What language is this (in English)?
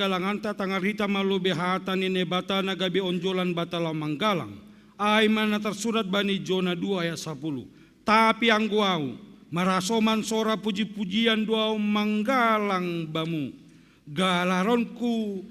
Batak Simalungun